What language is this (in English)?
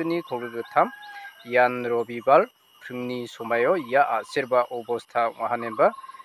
Garo